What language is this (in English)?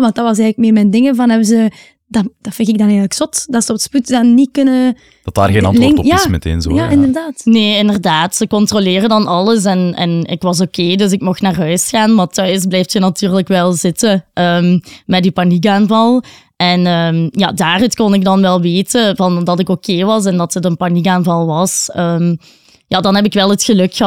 Dutch